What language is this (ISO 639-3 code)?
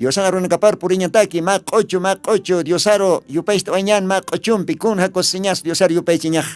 aym